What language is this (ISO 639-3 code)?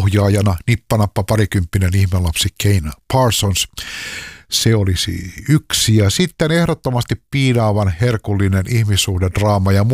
fin